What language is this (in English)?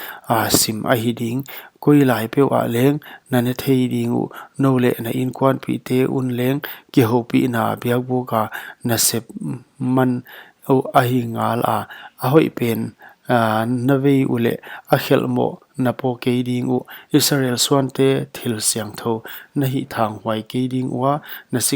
Paite Chin